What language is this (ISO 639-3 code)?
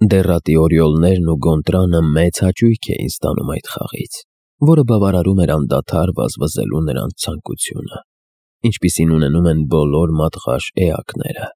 hye